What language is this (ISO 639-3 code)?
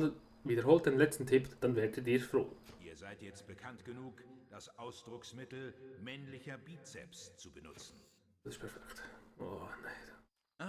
gsw